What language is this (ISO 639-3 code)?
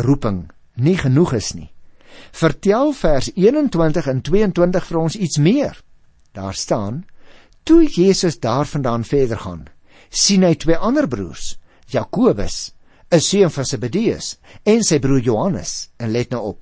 afr